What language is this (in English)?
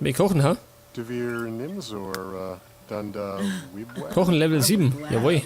Bavarian